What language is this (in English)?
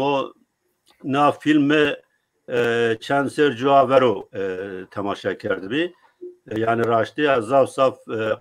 Zaza